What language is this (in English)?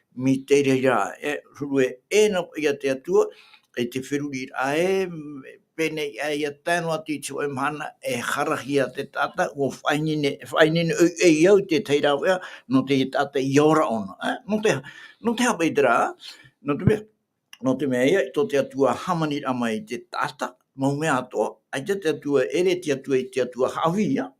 Tahitian